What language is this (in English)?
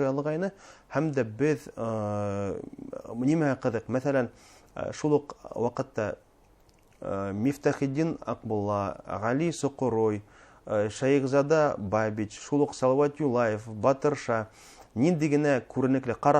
Bashkir